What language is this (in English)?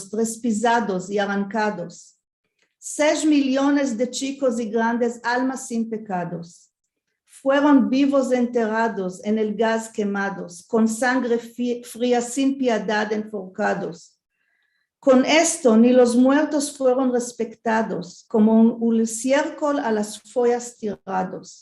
Ladino